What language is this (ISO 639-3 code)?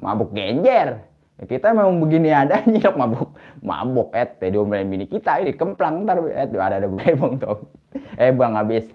bew